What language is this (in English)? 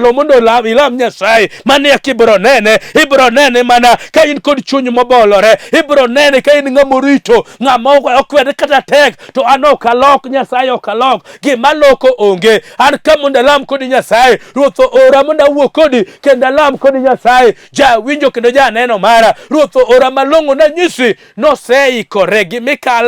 Luo (Kenya and Tanzania)